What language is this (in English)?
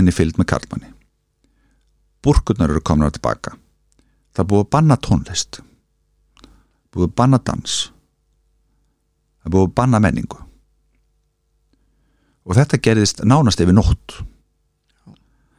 Icelandic